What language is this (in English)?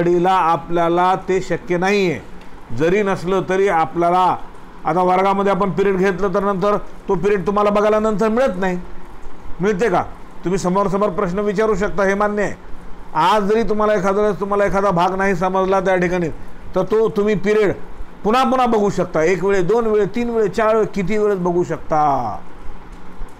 Marathi